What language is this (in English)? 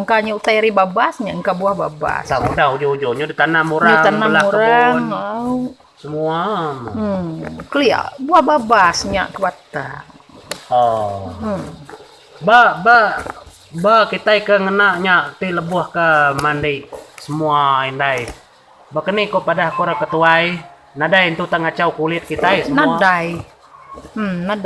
Iban